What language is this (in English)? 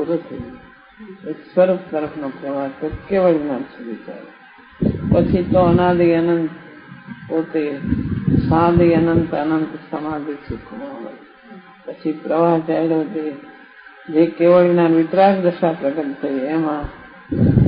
Gujarati